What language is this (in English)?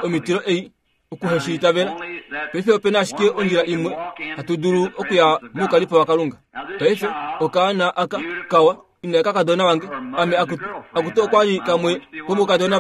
Kuanyama